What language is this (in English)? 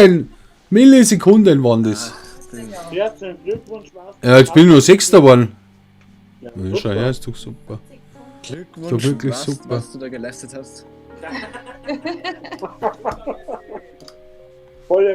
Bavarian